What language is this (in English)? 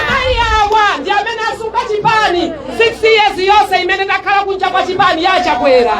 Nyanja